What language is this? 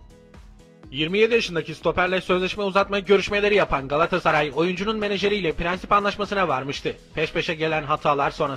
Turkish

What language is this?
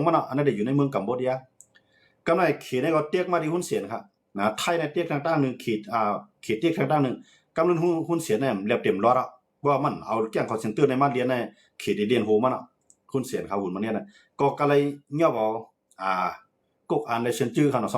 Shan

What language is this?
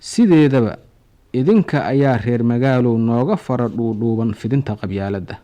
Somali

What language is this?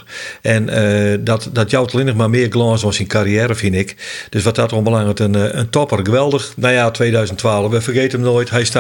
Western Frisian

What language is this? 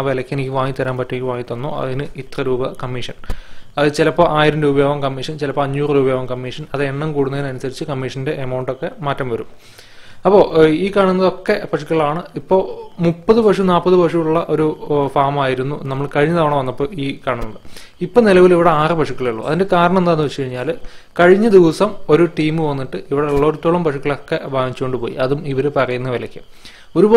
Malayalam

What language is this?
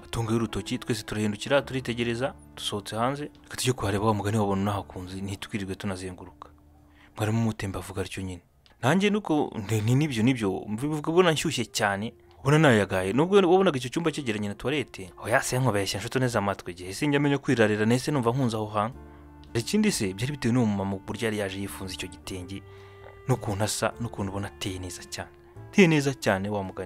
Kinyarwanda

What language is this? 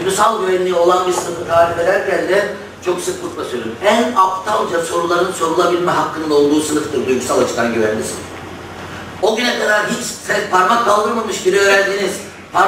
Turkish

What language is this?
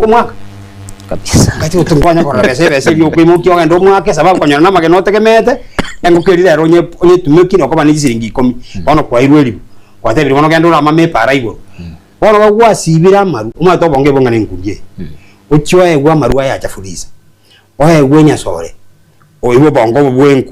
Gusii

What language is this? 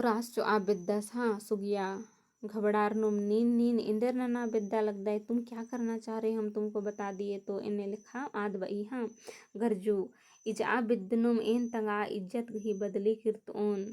Kurukh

